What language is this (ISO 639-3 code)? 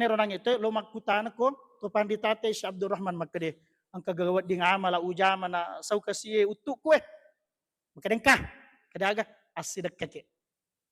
bug